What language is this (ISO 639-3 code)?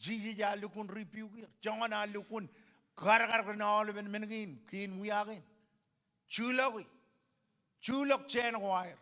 mah